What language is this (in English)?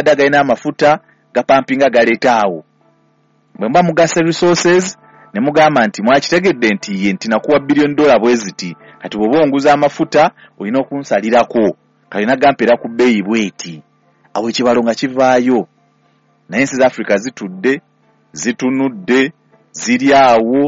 Ganda